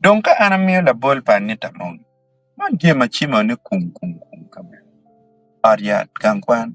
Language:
Acoli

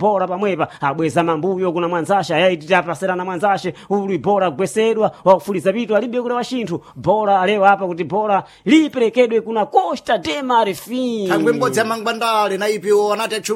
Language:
Sena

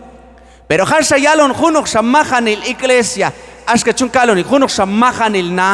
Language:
Q'anjob'al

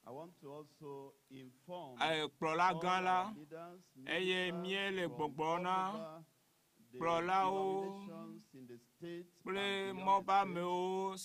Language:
Ewe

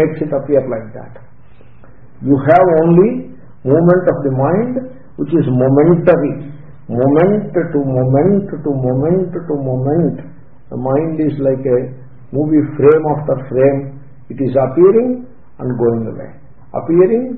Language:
English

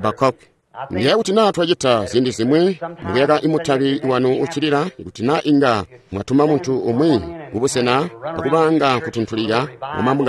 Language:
Tonga (Zambia)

